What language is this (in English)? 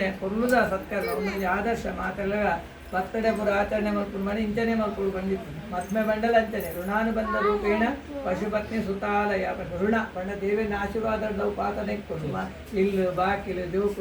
Tulu